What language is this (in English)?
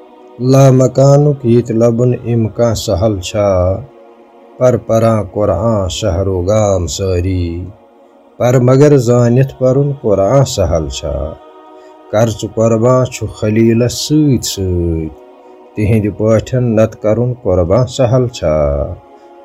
Kashmiri